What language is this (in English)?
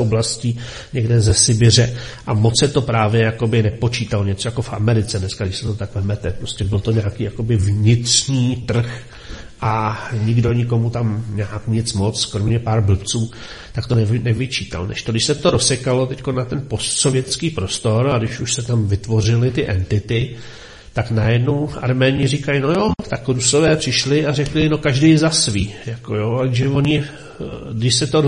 Czech